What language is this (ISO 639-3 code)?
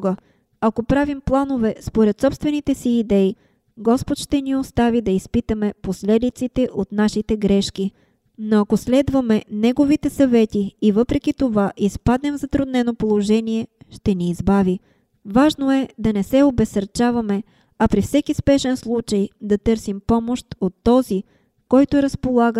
bul